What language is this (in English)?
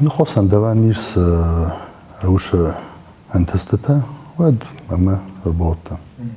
Ossetic